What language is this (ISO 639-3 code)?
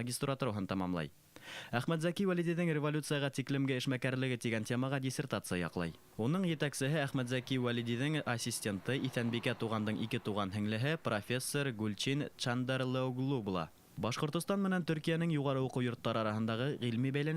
bak